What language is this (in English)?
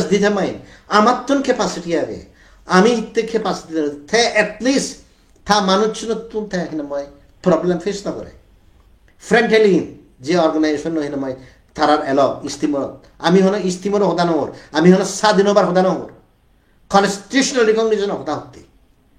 Chakma